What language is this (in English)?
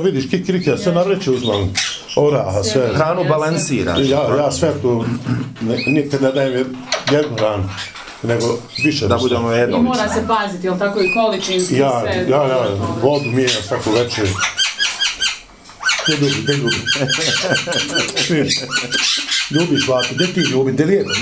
Bosnian